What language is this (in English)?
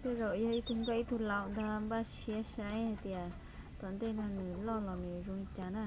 Hmong